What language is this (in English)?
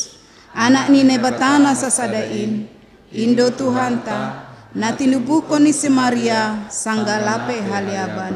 Batak Simalungun